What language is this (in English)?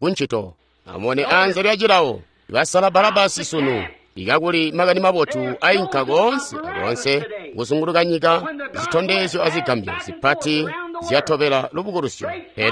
Tonga (Zambia)